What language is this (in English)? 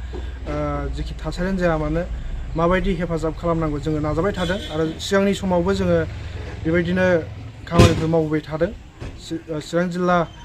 Bodo